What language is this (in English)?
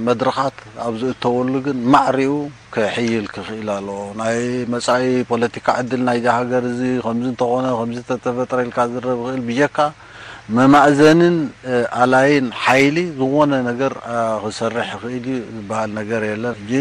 Tigrinya